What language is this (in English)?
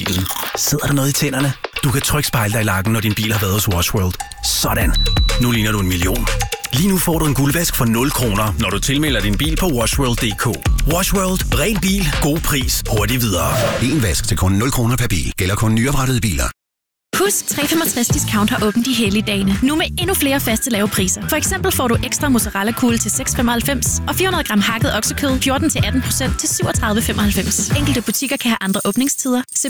Danish